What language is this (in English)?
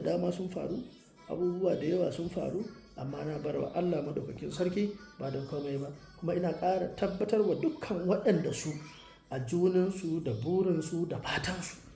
Hausa